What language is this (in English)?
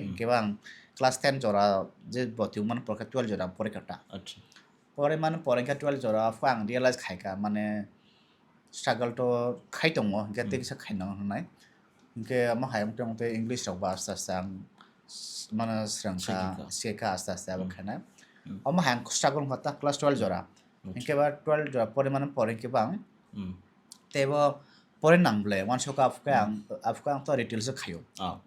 Kok Borok